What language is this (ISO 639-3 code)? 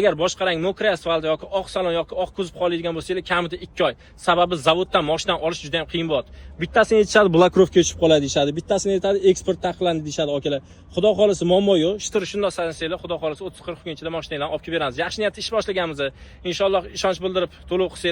uzb